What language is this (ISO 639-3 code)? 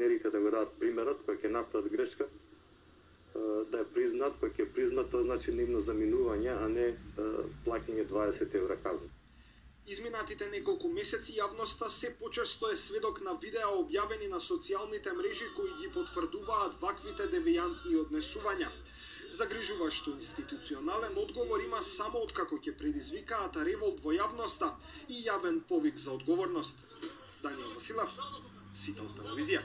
mkd